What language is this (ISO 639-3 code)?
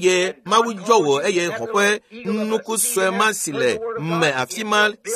ewe